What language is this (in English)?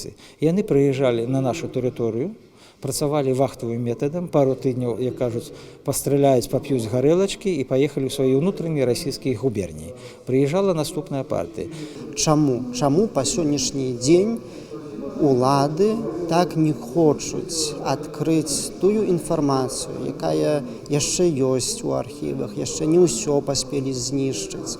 Belarusian